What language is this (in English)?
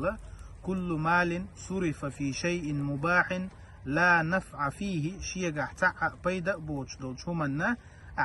Chechen